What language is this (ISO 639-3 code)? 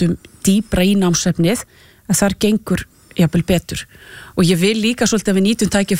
isl